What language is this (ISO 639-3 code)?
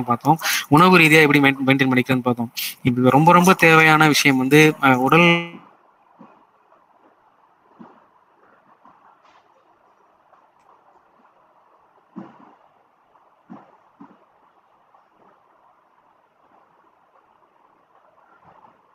tam